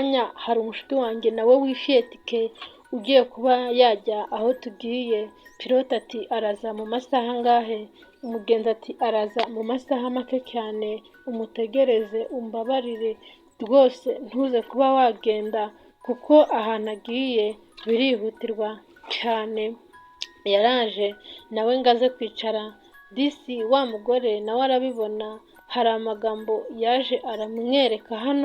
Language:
Kinyarwanda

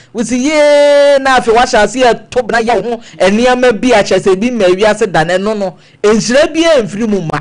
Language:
Akan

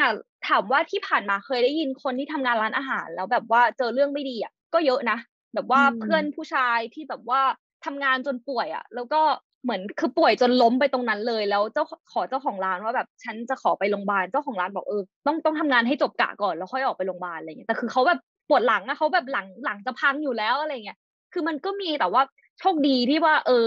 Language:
Thai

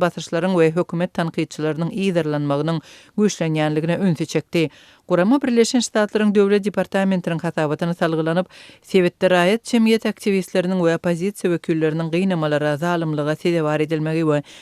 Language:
Turkmen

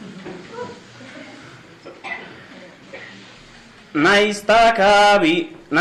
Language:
Basque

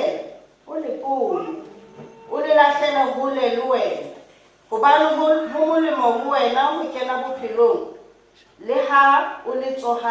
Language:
Southern Sotho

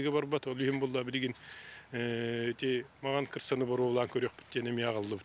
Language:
Yakut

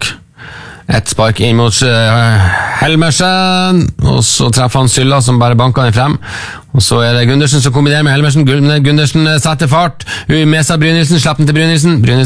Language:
Norwegian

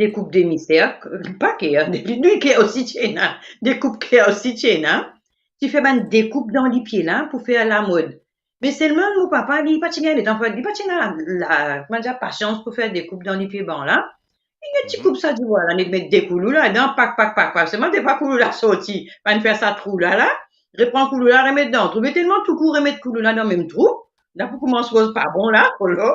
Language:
Morisyen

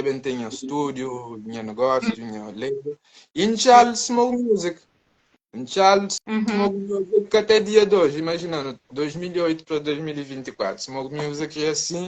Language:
Kabuverdianu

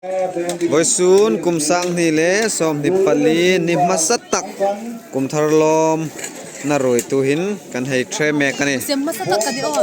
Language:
Hmar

